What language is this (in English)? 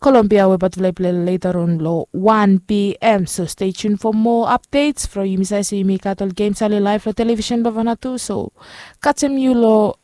Bislama